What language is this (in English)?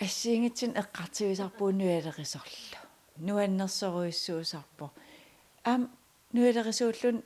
Kalaallisut